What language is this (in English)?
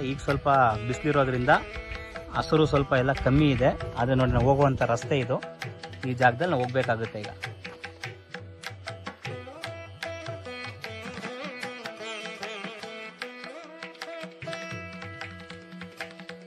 Kannada